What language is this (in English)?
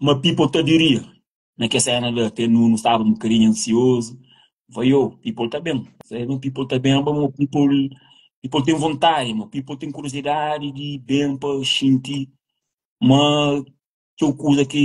Kabuverdianu